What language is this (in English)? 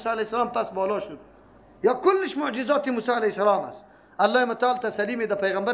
Persian